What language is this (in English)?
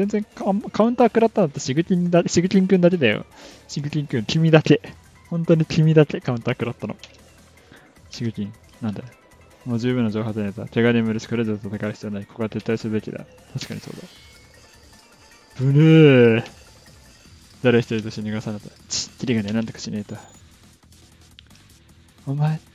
Japanese